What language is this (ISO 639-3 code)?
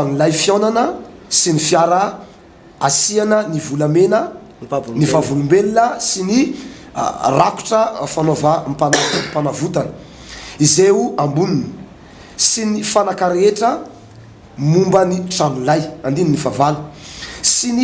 mlg